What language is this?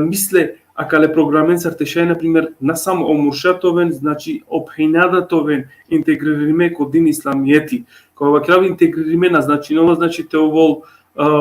Balkan Romani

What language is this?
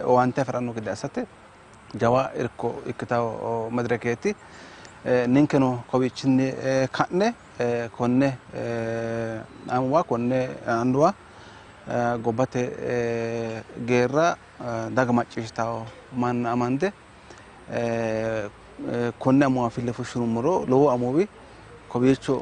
Sidamo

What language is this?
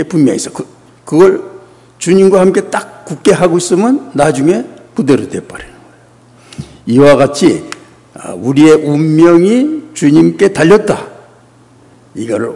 Korean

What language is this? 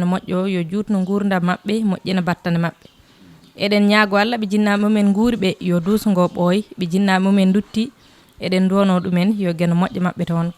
Fula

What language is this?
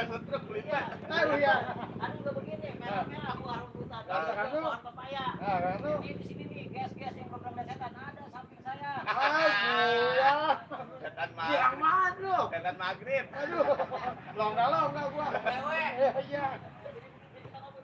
Betawi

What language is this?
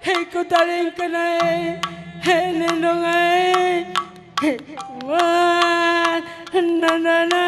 Batak Karo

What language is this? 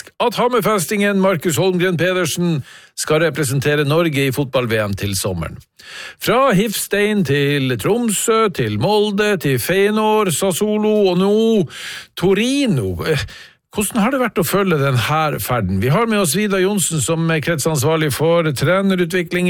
Norwegian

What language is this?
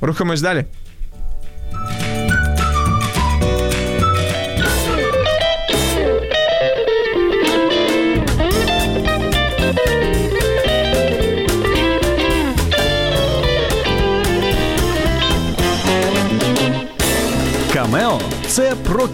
Ukrainian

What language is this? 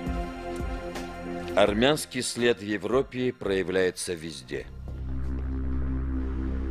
Russian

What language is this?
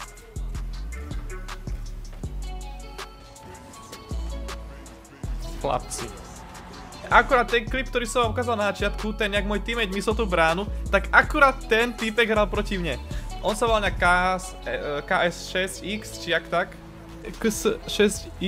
Slovak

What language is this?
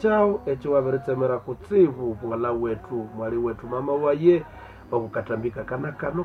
Nande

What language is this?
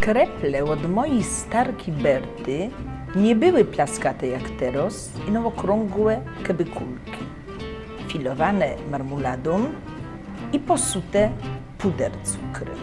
Silesian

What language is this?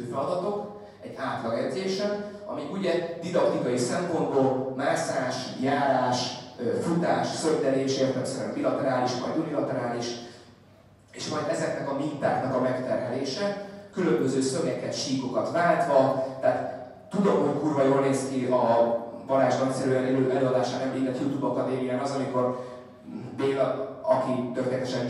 Hungarian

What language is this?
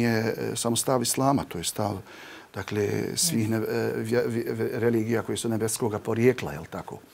Bosnian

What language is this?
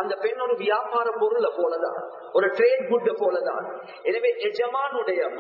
Tamil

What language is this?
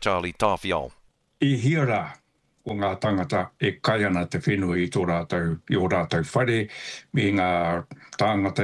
Māori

